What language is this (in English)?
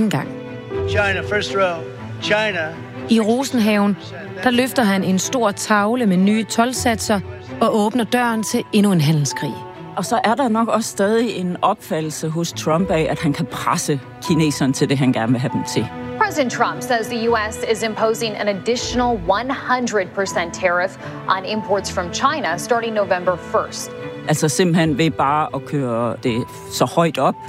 Danish